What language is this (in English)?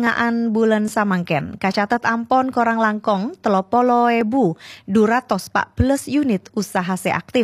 Madurese